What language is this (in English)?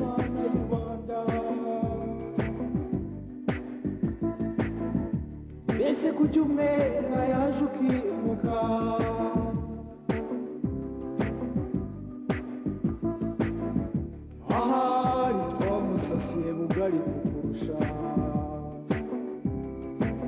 Kinyarwanda